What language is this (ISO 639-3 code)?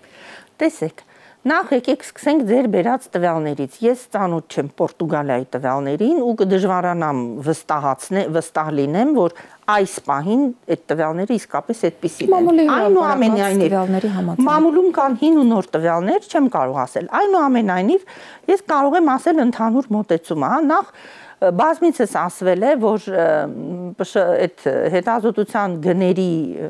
hye